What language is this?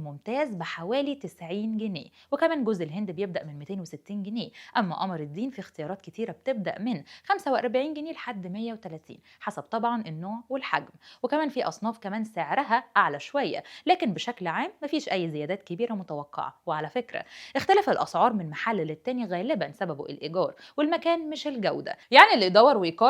Egyptian Arabic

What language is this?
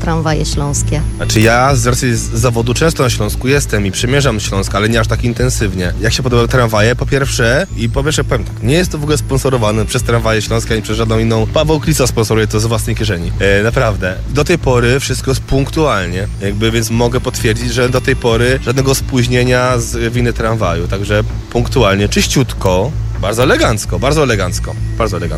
Polish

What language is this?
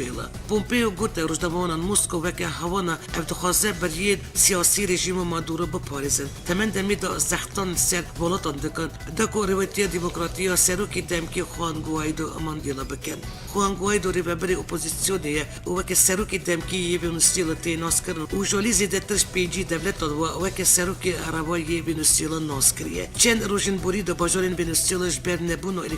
Kurdish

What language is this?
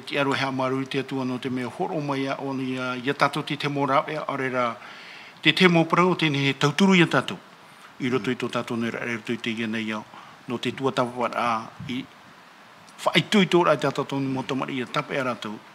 Tahitian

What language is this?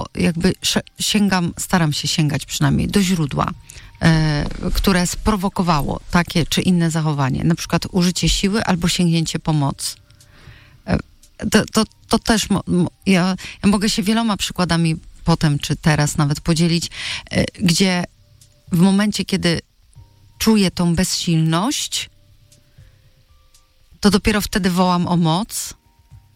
Polish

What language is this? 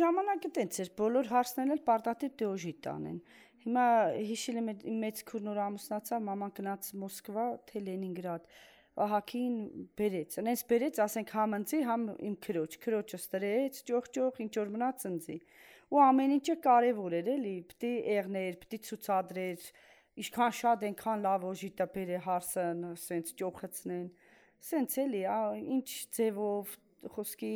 Armenian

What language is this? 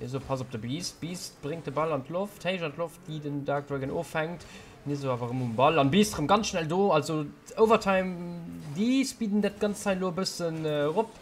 Luxembourgish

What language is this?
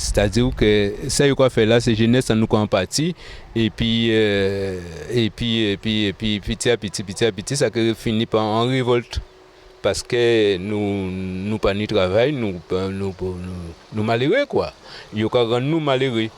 Guadeloupean Creole French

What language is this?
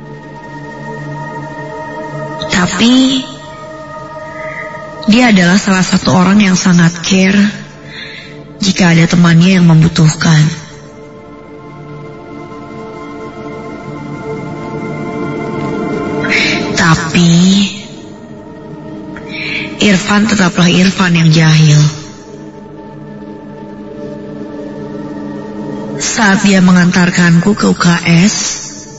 Indonesian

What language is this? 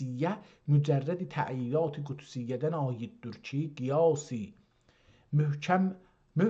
South Azerbaijani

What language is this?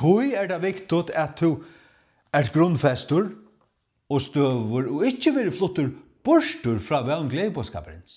Faroese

